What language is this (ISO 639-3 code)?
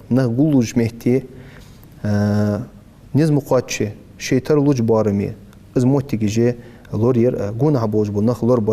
inh